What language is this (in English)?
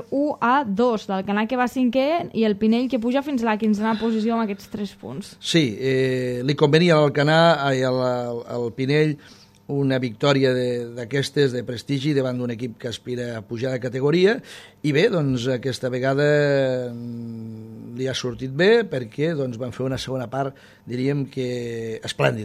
Catalan